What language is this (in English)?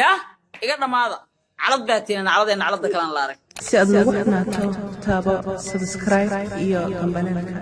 Somali